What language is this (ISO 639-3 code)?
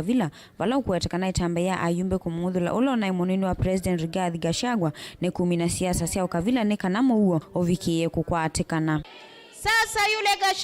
kam